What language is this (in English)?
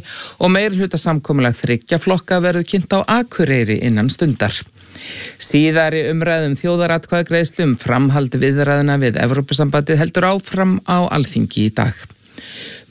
Icelandic